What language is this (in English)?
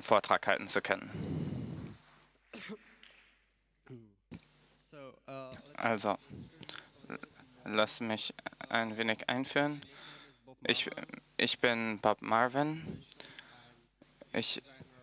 German